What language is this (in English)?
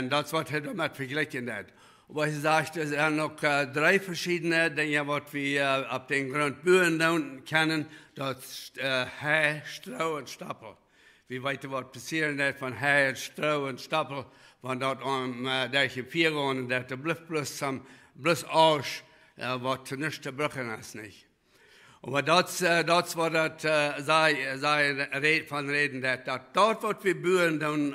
Plautdietsch